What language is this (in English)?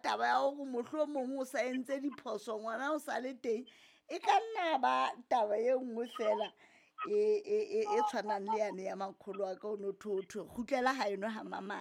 Southern Sotho